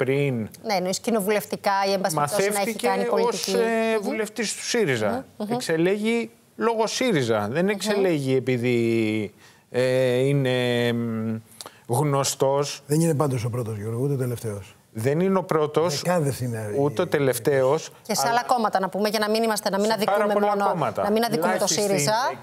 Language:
Greek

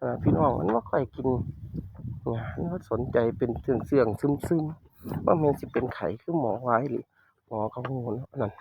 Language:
Northeastern Thai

